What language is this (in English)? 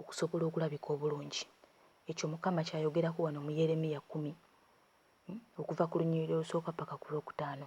Ganda